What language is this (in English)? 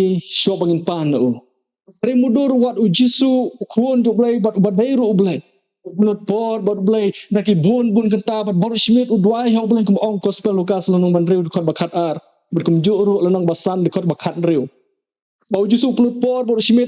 Khasi